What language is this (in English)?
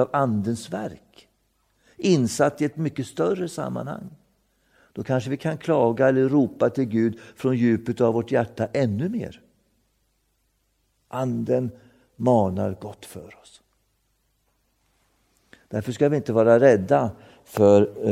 Swedish